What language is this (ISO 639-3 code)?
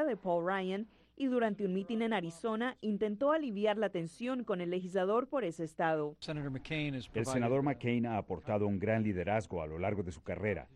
spa